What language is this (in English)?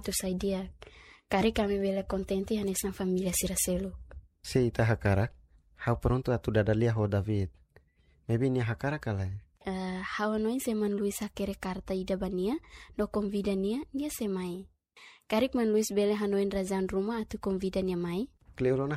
Tetum